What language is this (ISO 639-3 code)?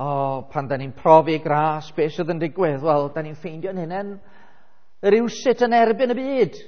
cym